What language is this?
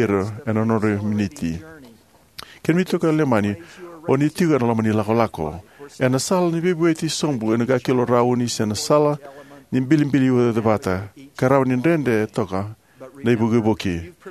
Fijian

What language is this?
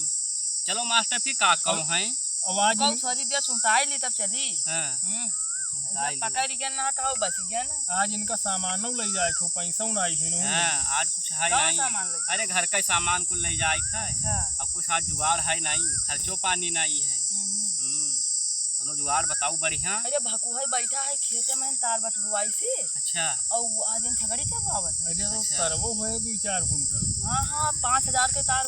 Awadhi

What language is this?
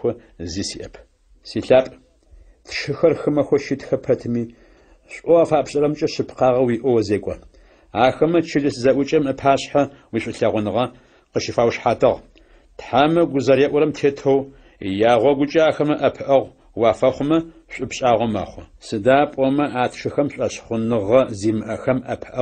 Adyghe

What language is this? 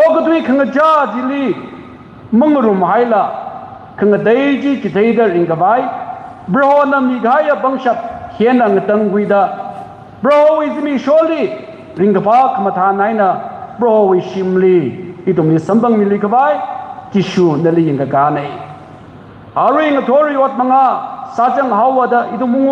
Tangkhul Naga (India)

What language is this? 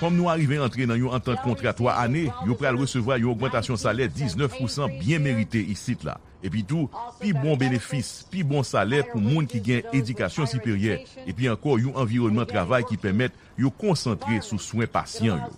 Haitian Creole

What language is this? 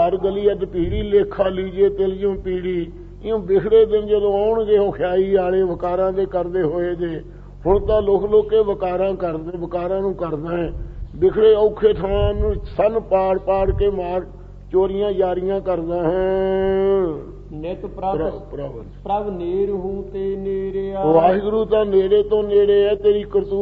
Punjabi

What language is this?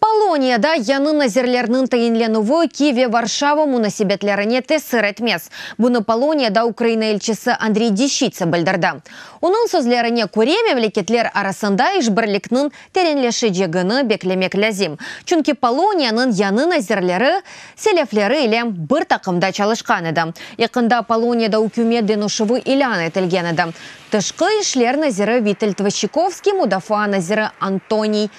Crimean Tatar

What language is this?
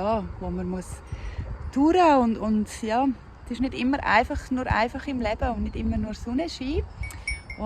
Swiss German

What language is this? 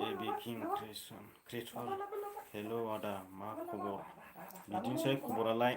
Bodo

